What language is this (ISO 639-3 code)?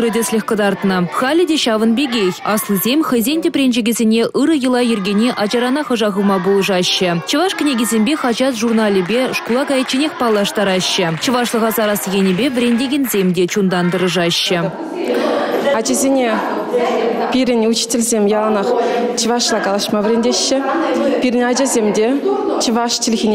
chv